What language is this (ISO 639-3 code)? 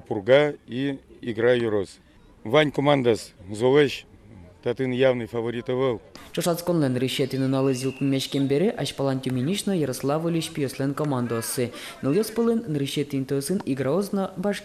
udm